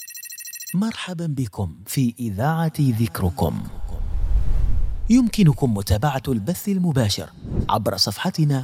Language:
Arabic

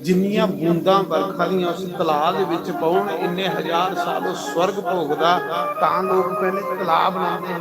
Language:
Dogri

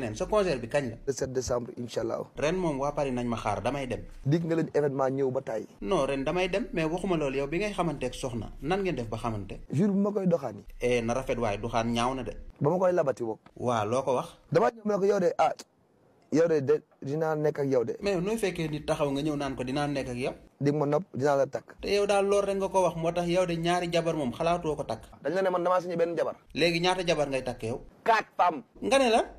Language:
Wolof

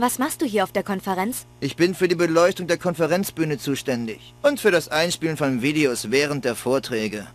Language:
Bavarian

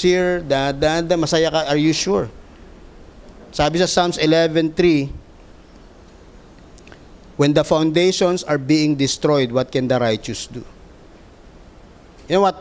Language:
Filipino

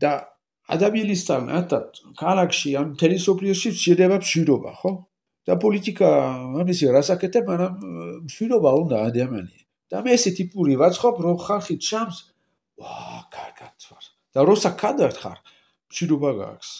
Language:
Georgian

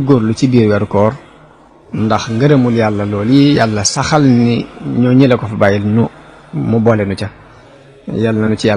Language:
Wolof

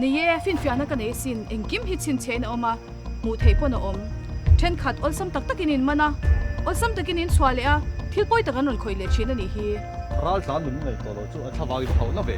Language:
Mizo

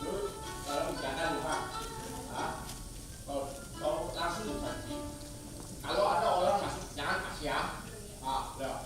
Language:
Betawi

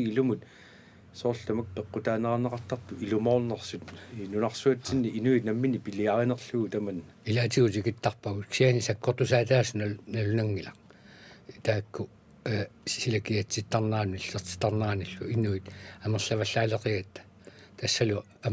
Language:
Kalaallisut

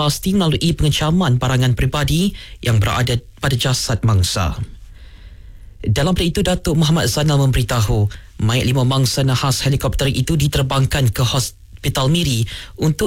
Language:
Malay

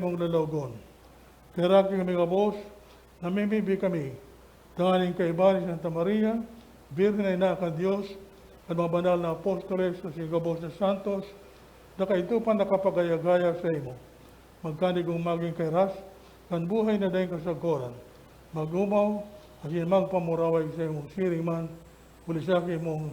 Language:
Bikol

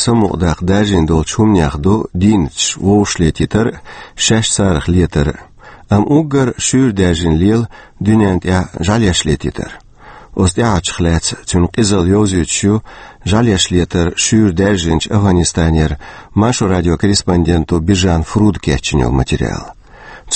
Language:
Chechen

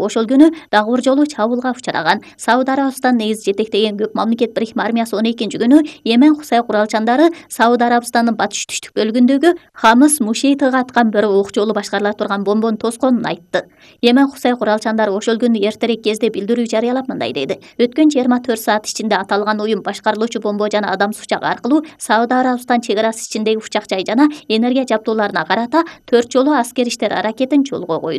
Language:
Kyrgyz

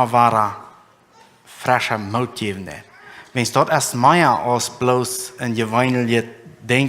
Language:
Plautdietsch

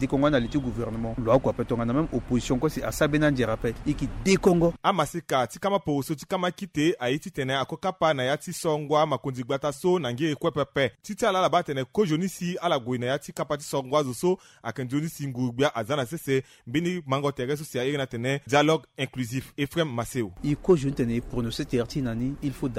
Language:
Sango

